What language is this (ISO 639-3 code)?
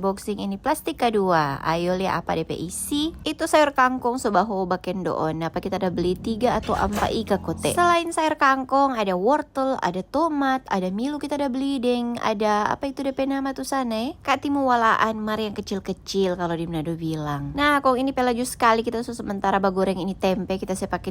xmm